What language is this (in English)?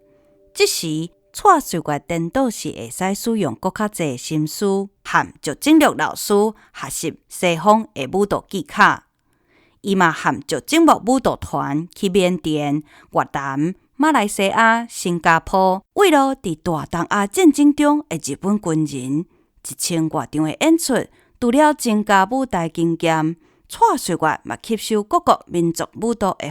Min Nan Chinese